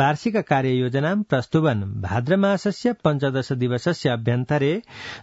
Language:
Sanskrit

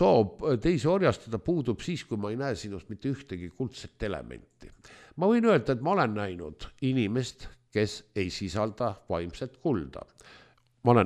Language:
Estonian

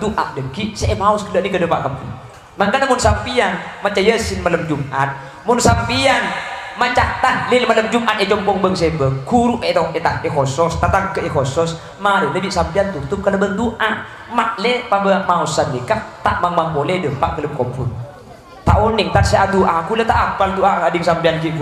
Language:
Madurese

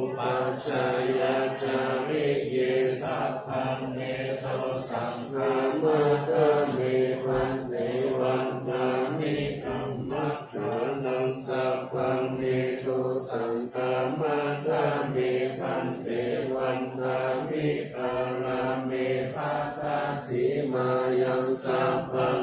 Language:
Pali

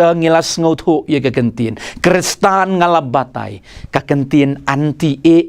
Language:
Khasi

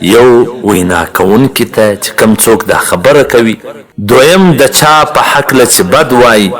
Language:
Pashto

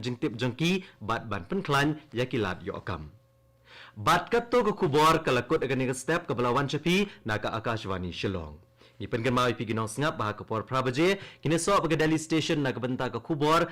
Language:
Khasi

